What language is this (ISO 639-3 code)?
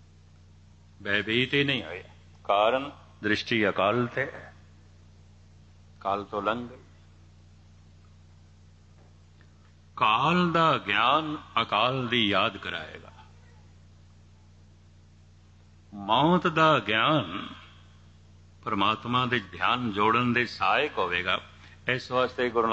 pan